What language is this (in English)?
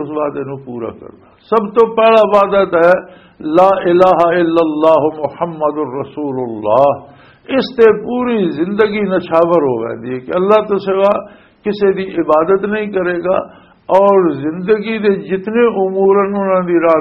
Western Panjabi